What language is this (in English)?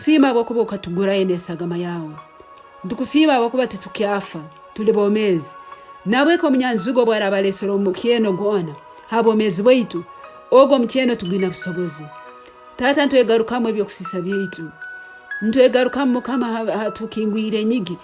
Tooro